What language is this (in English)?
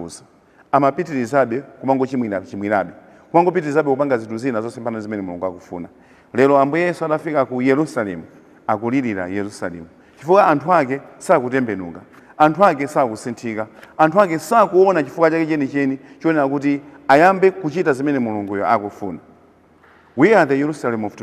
Nyanja